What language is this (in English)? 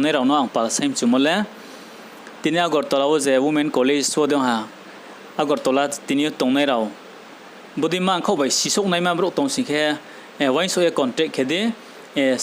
Riang (India)